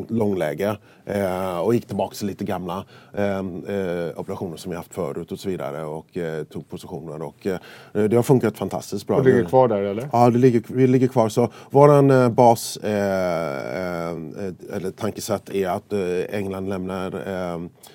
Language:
Swedish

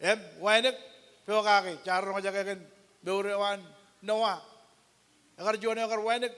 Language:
Marshallese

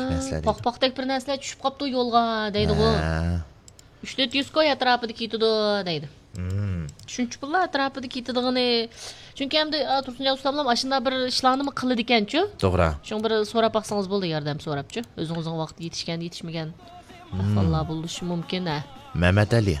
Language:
Uyghur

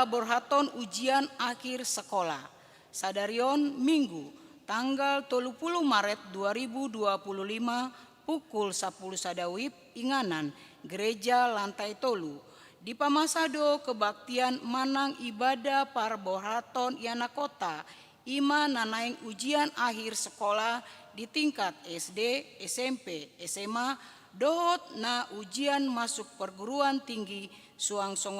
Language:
Batak Toba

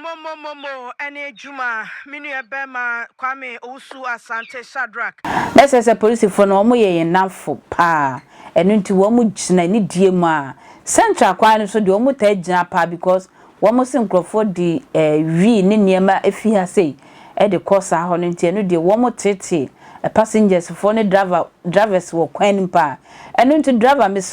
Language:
Akan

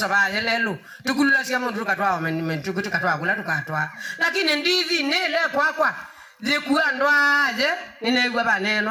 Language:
Kamba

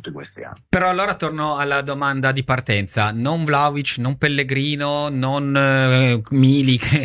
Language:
Italian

